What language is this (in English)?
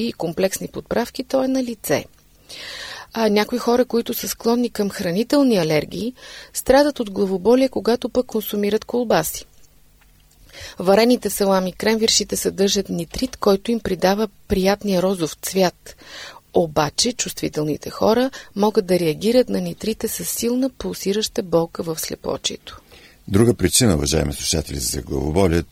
Bulgarian